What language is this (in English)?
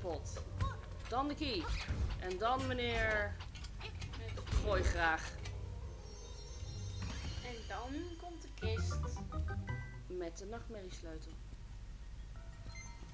Dutch